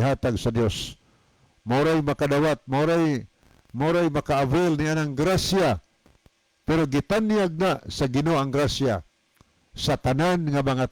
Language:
Cebuano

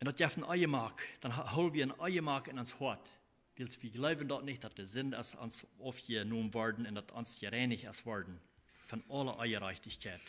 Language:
Plautdietsch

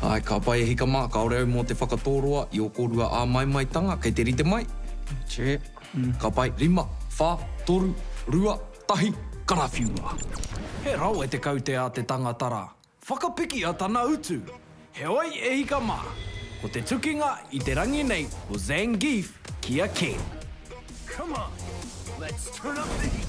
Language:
Māori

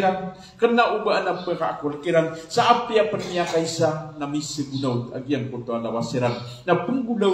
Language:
Maranao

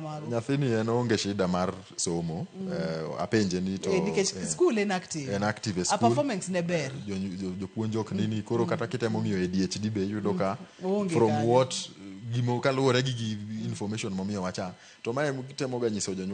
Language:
Luo (Kenya and Tanzania)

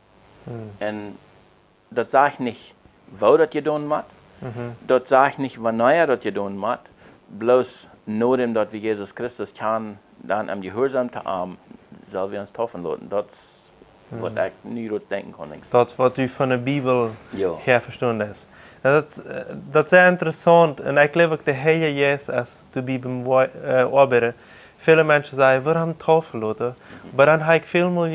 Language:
Plautdietsch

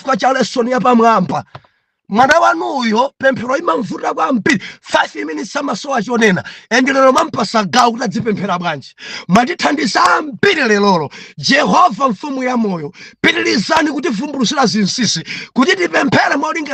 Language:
Nyanja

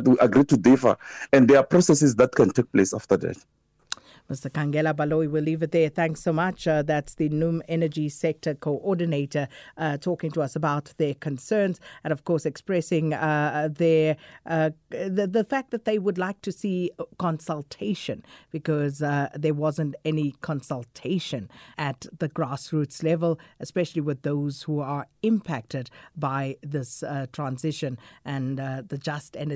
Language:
English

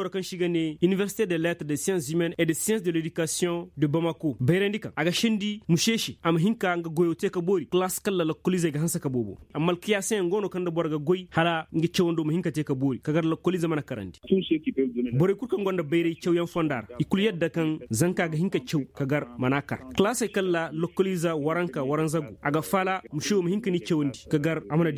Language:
Koyraboro Senni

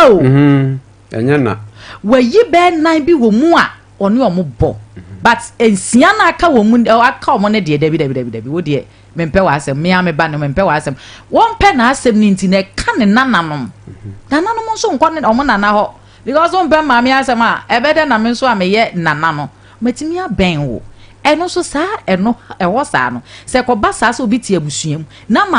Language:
Akan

